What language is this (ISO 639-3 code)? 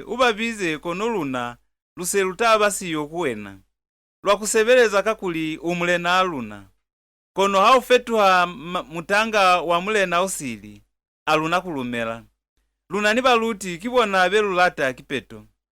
loz